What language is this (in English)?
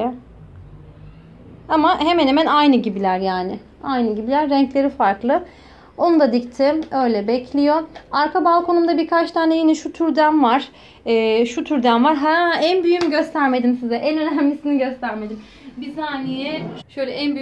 Turkish